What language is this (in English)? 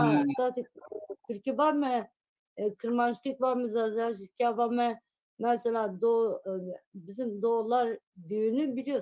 Zaza